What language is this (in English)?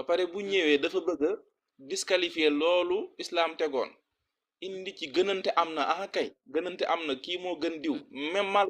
Wolof